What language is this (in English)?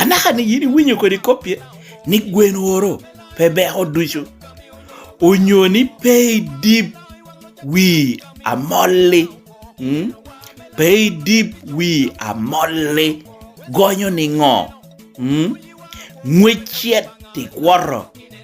Lango (Uganda)